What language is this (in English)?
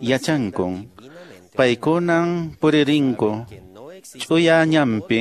Quechua